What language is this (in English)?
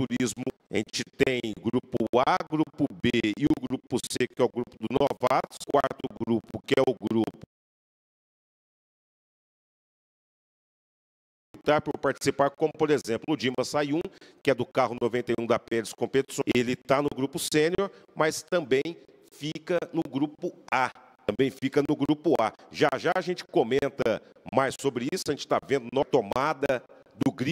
Portuguese